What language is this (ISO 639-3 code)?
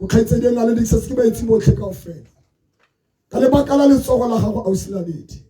tsn